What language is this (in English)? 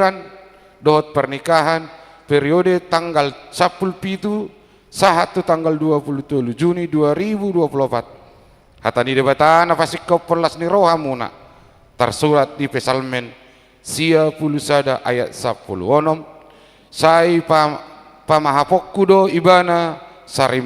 Batak Toba